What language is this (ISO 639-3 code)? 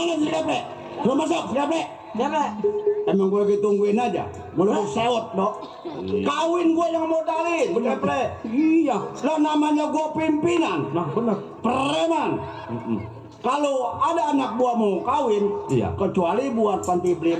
bew